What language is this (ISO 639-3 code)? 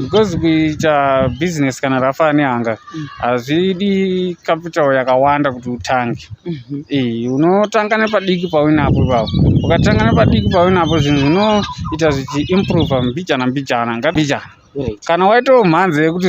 sna